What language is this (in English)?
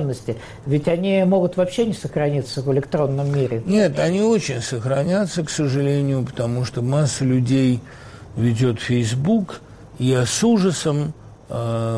Russian